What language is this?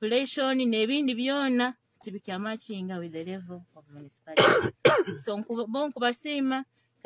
Nyoro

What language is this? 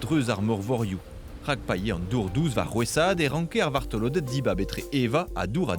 Breton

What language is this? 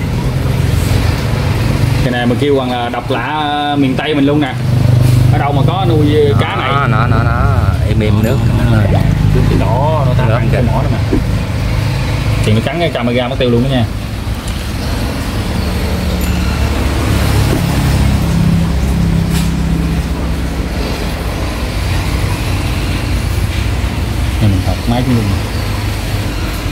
Vietnamese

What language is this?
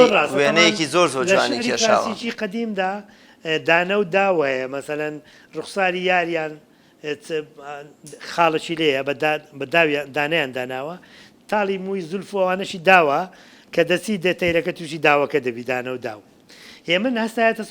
Central Kurdish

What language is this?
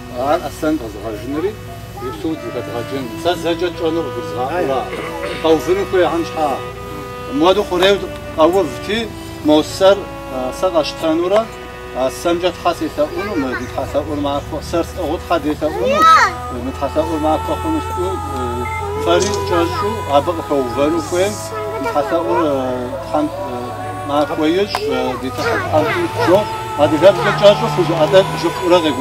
Kabardian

